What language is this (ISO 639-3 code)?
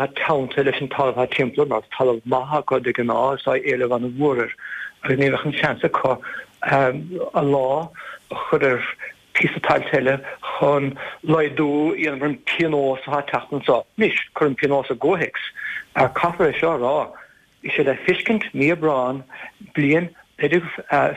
gle